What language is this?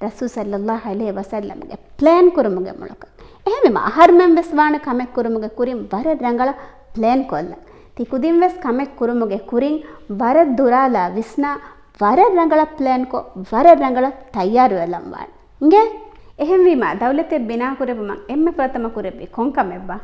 Divehi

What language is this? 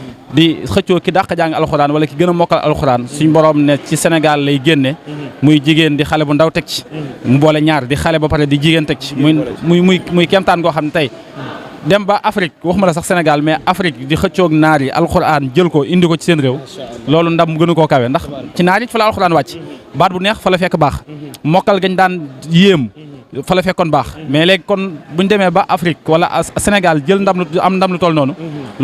Wolof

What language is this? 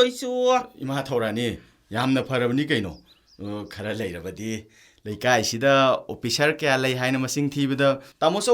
Manipuri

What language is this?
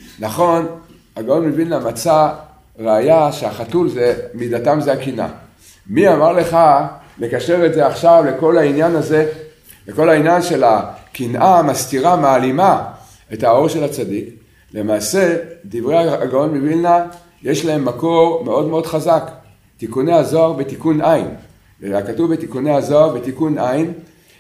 Hebrew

